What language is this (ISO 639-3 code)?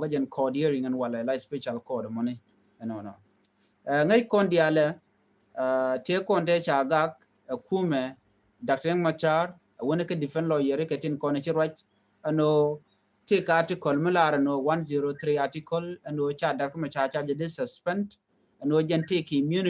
nus